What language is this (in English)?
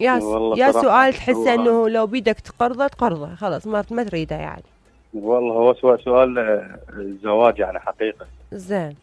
Mesopotamian Arabic